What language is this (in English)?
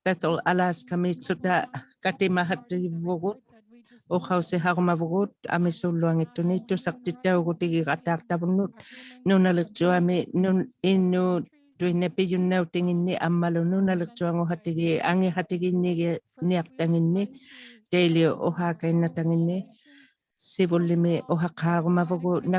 Inuktitut